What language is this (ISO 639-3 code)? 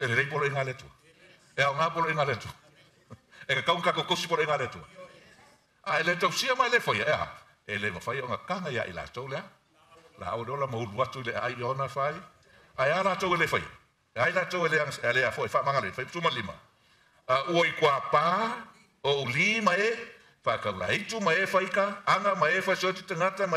smo